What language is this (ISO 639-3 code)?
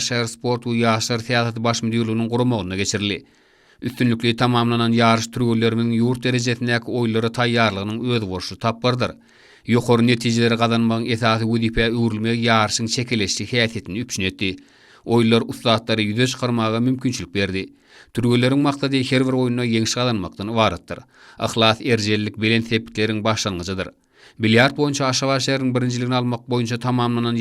tuk